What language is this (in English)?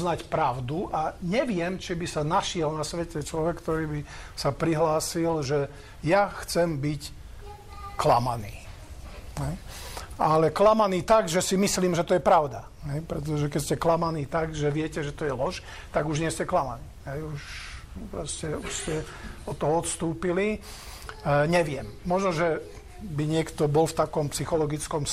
Slovak